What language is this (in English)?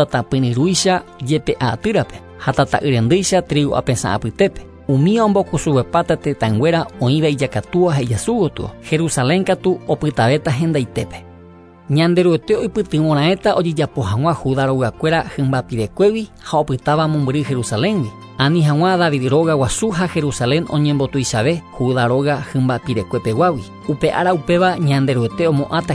Guarani